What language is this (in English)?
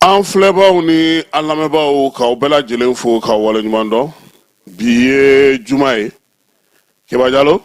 Bambara